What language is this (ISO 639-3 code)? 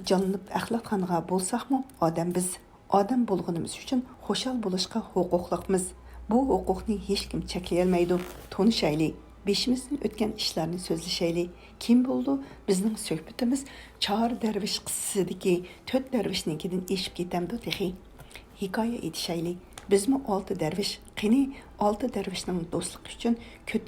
uig